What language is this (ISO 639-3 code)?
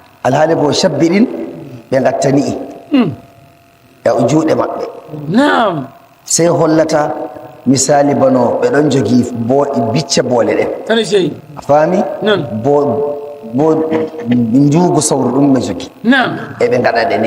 fuv